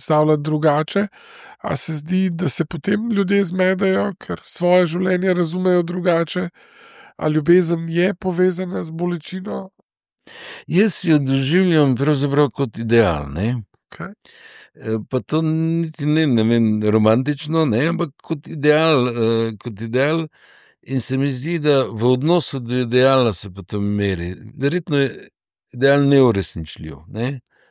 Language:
Slovenian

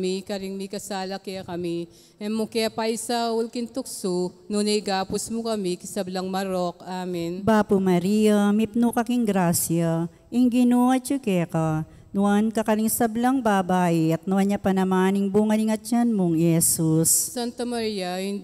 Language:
Pampanga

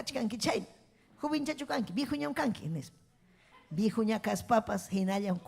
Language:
Ayacucho Quechua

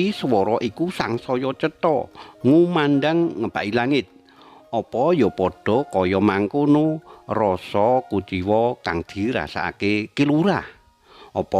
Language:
Javanese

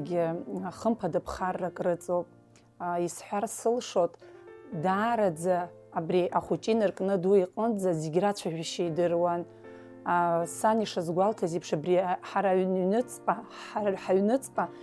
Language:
Abkhazian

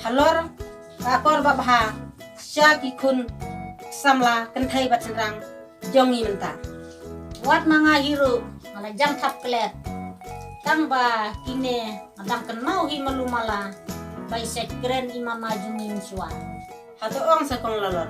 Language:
Khasi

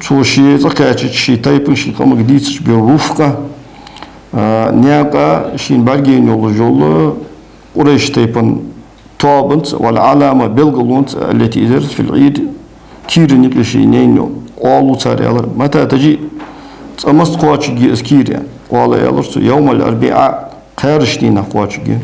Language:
Ingush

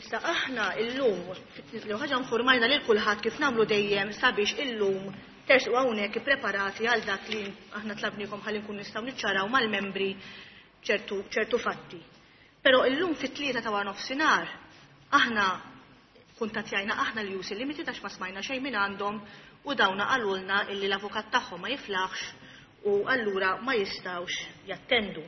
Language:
Maltese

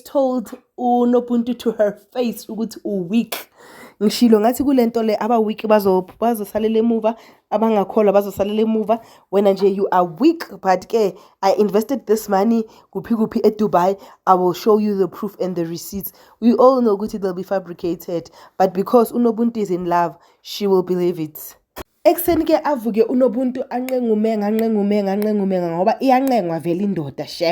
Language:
Zulu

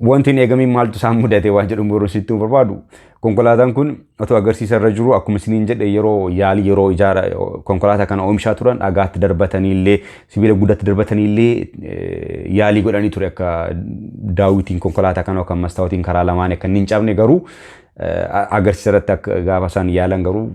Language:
Oromo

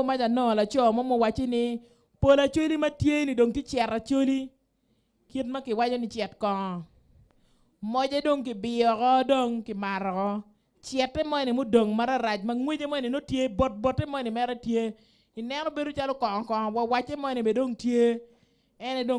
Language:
Acoli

